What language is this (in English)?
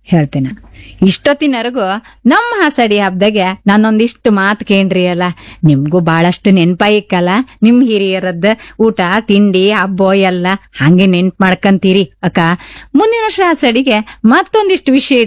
Kannada